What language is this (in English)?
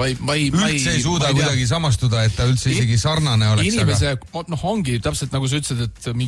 Estonian